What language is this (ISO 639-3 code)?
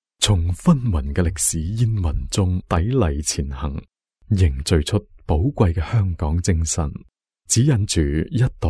yue